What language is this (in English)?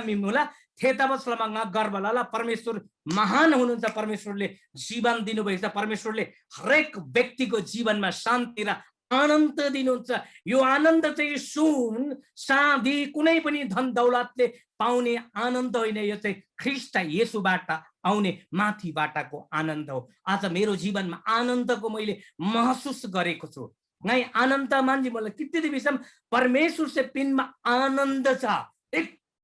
Eastern Tamang